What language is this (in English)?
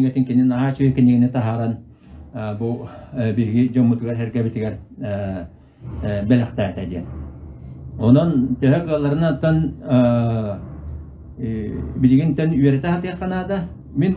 Yakut